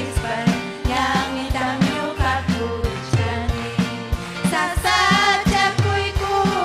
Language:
Ayacucho Quechua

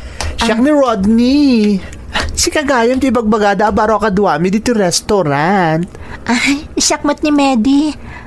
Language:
Iloko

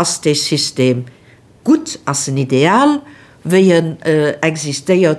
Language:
Luxembourgish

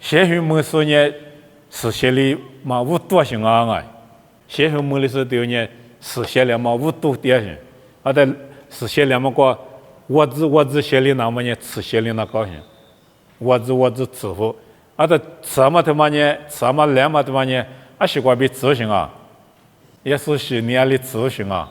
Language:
Lisu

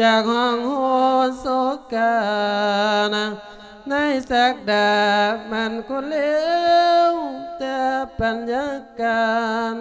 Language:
Lao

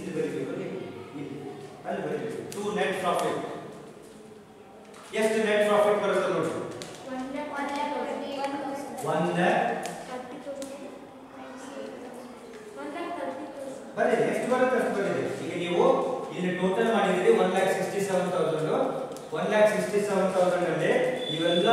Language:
Kannada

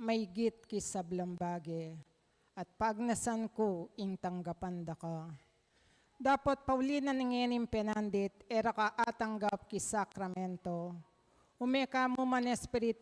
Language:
Pampanga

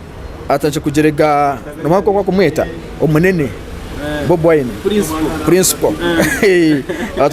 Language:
Nyankole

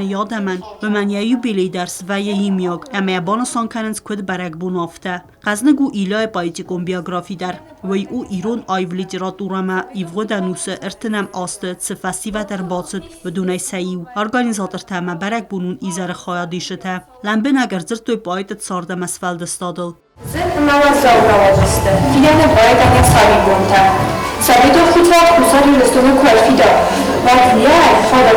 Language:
Ossetic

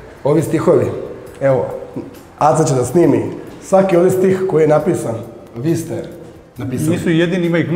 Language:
Serbian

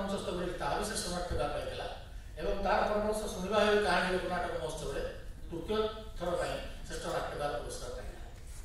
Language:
Odia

